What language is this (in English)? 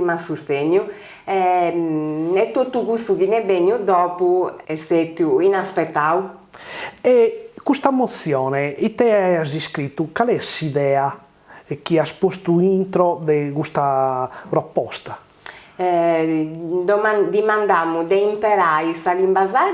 Sardinian